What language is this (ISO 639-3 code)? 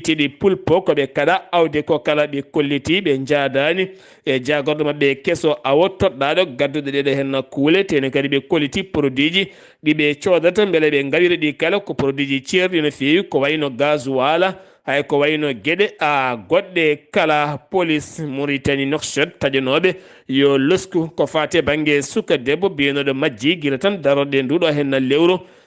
ful